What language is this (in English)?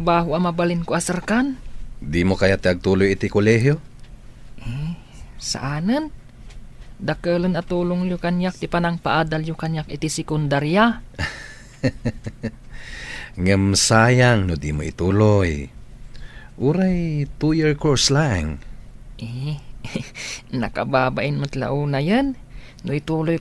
Iloko